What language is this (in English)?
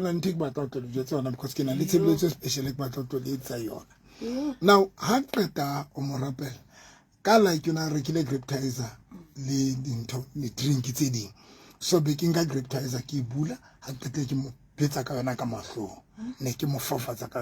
Southern Sotho